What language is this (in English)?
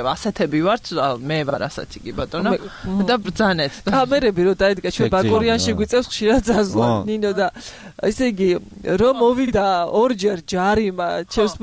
Georgian